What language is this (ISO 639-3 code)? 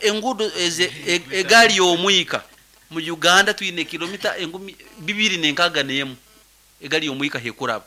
nyn